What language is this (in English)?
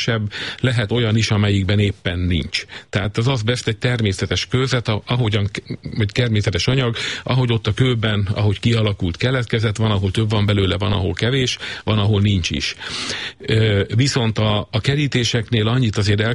Hungarian